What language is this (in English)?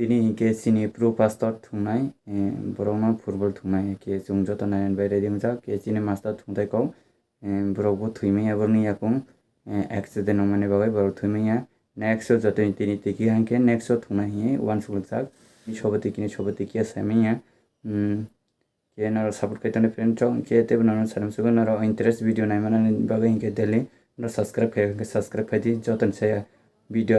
Kok Borok